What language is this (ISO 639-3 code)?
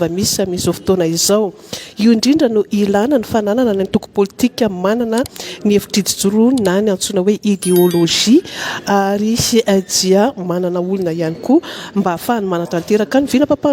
mlg